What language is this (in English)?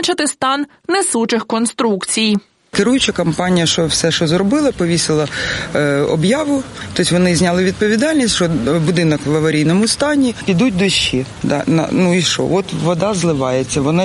Ukrainian